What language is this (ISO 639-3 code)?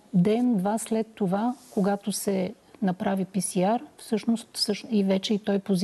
bul